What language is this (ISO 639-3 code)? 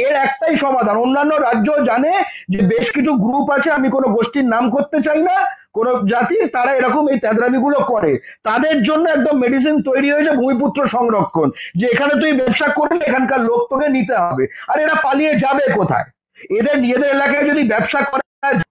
ben